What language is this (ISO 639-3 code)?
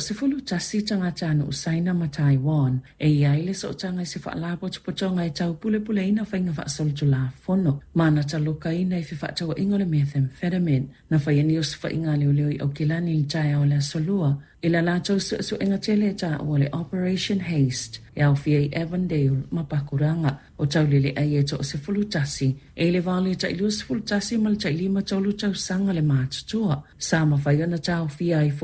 smo